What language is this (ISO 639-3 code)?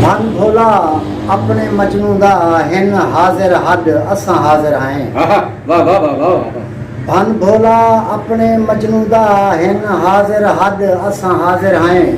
skr